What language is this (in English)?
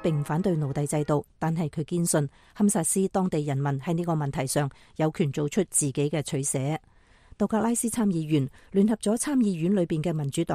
Cantonese